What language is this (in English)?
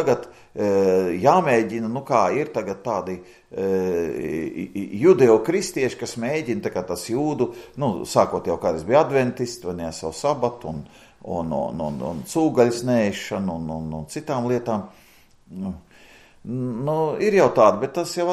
Latvian